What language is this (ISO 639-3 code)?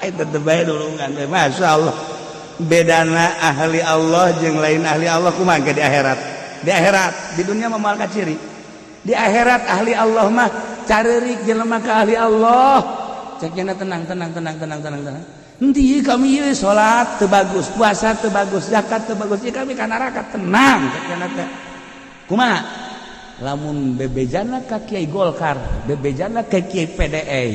sun